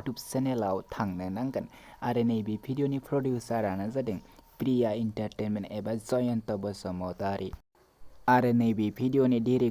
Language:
Bodo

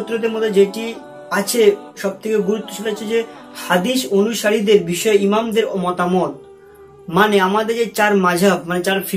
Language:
Bangla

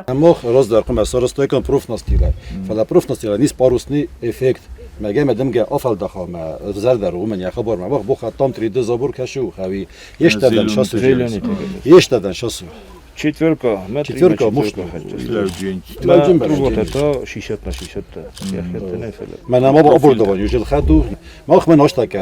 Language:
Ossetic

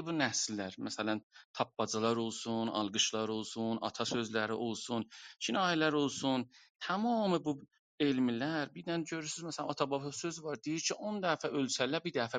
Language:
South Azerbaijani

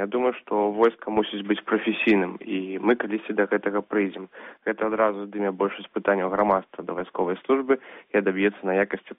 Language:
Belarusian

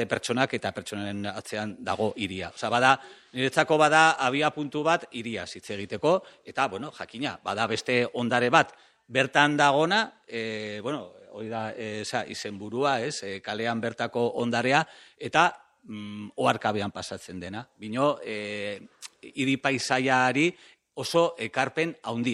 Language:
Basque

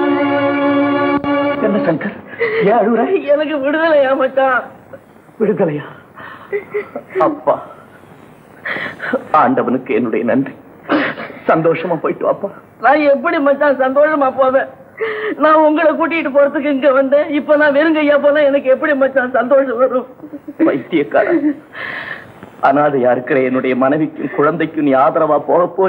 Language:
Tamil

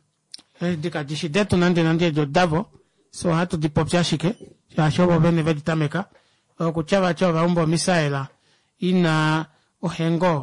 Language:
Kuanyama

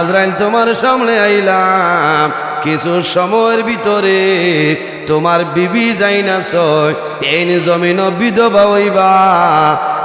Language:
Sylheti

